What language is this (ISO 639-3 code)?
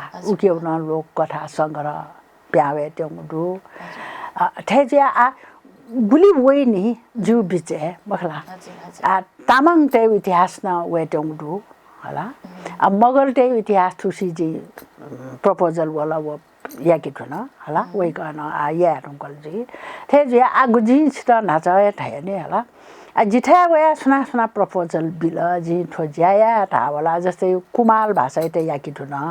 new